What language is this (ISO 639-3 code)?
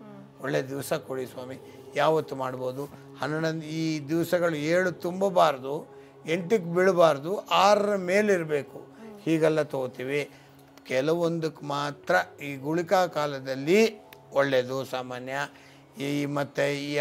kan